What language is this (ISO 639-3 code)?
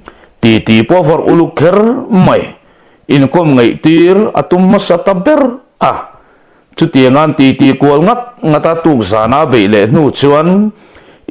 lus